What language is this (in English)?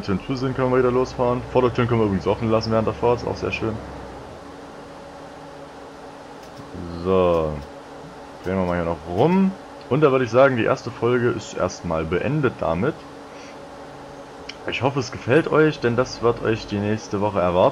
German